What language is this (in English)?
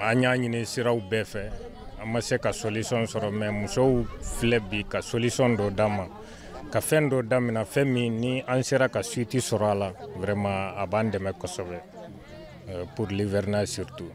Bambara